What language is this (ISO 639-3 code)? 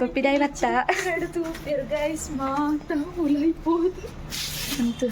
tcy